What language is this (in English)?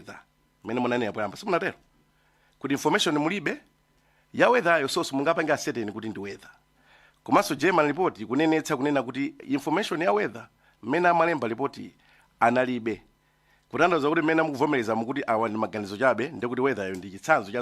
Nyanja